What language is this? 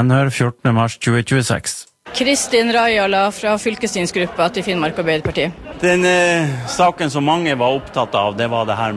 Norwegian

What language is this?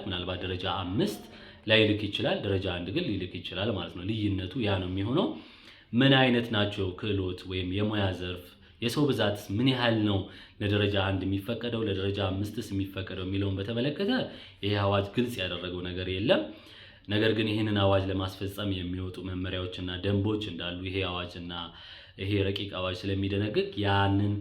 Amharic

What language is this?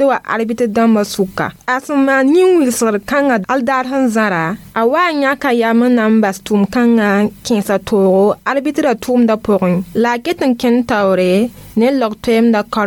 Mossi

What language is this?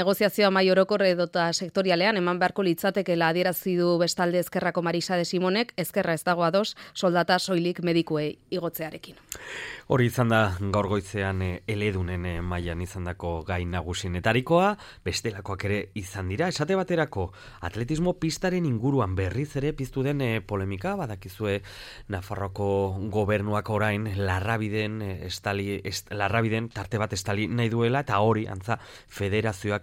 Basque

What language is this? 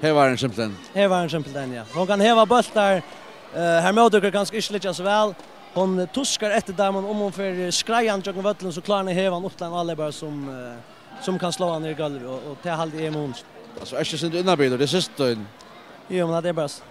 Faroese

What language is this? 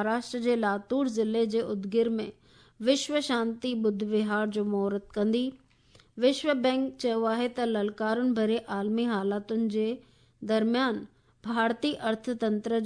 Sindhi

